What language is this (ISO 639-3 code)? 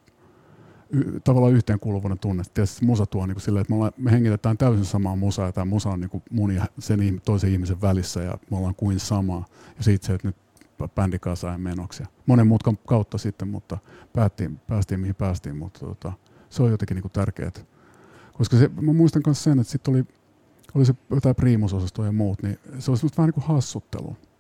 fin